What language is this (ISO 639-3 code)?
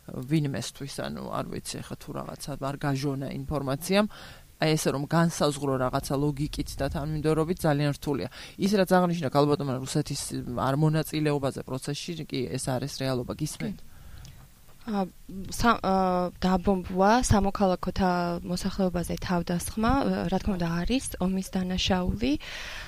kat